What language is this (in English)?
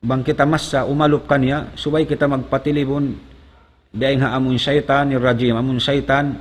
Tausug